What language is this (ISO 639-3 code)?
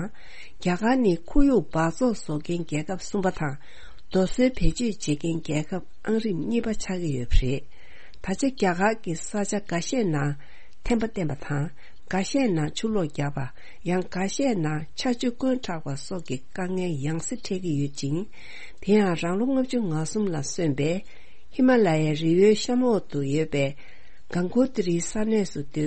bod